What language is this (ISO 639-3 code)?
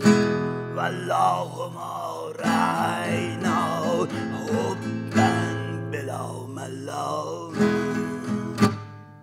fas